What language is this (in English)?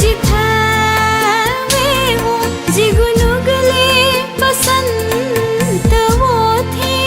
Newari